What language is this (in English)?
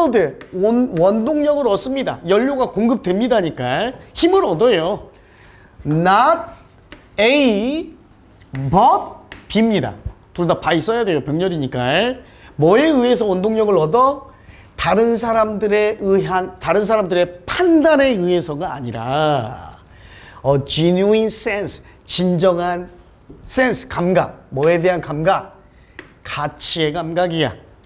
Korean